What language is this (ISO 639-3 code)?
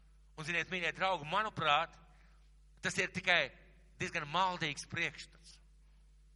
lav